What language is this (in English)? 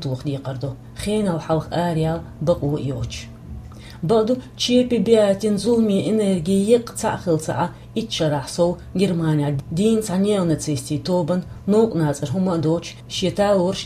Chechen